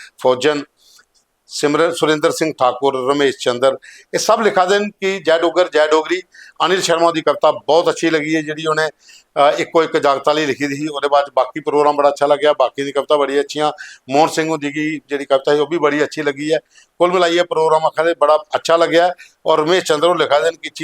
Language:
Dogri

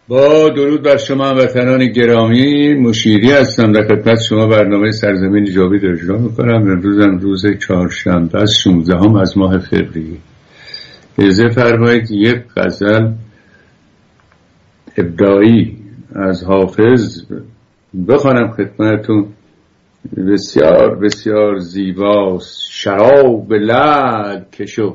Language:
Persian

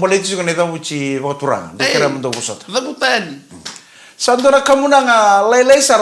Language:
Fijian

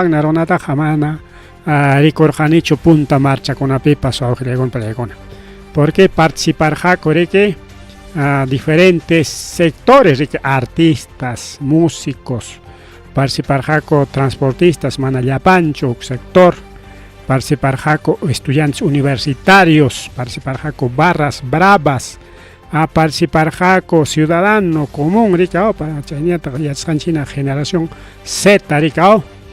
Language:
Ayacucho Quechua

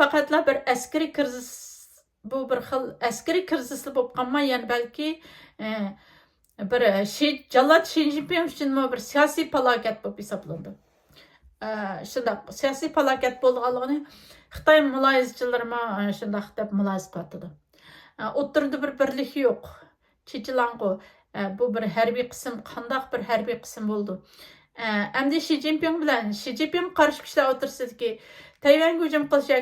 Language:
Uyghur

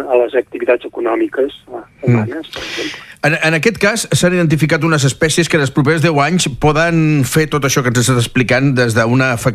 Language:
Catalan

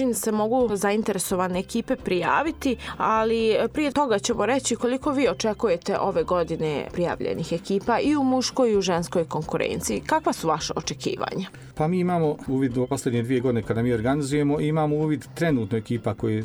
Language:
Croatian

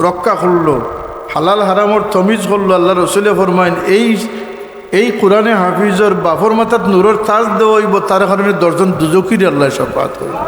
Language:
Sylheti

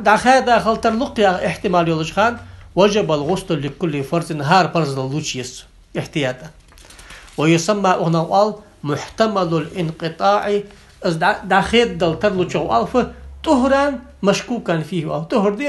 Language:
Ingush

